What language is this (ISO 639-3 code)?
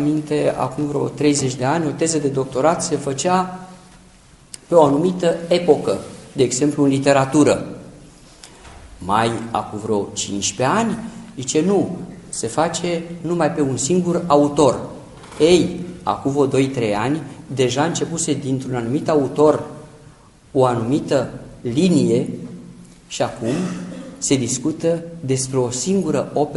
ron